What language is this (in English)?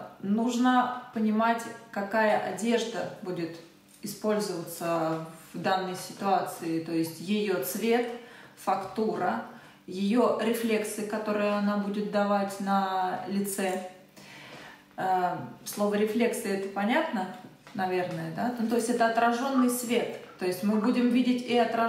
Russian